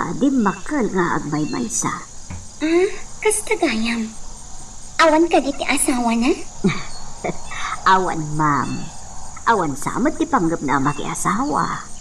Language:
Iloko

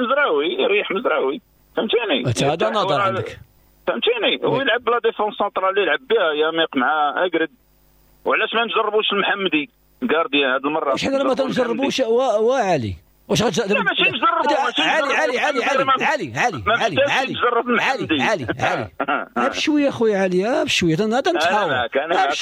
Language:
Moroccan Arabic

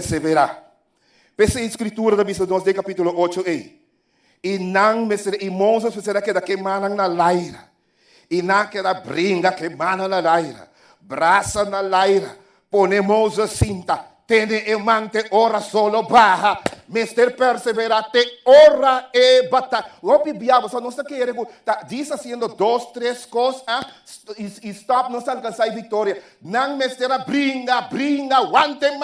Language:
Papiamento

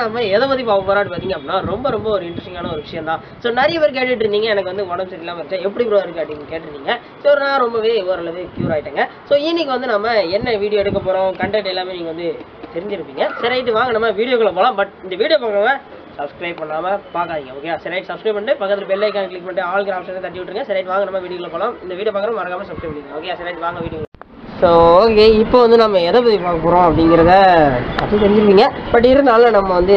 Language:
Tamil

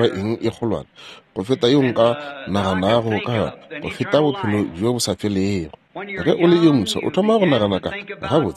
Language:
Northern Sotho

